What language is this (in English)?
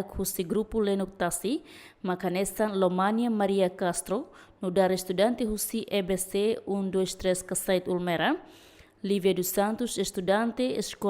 Tetum